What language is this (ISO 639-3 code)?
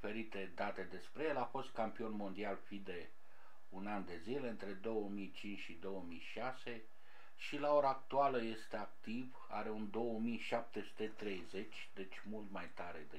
ron